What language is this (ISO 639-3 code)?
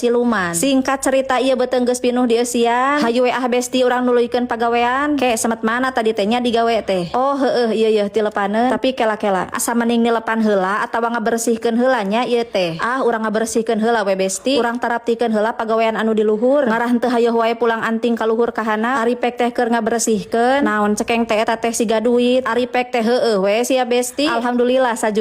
sun